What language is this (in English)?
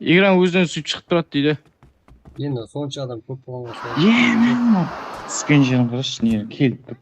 Kara-Kalpak